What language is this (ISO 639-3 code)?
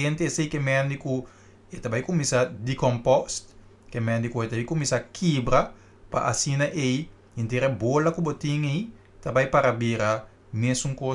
pap